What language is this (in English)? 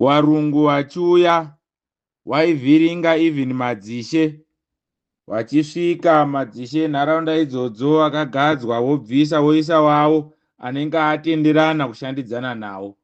Shona